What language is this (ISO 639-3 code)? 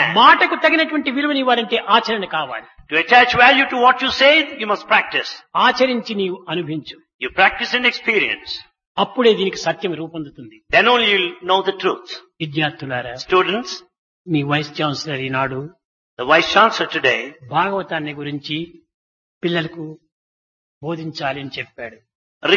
tel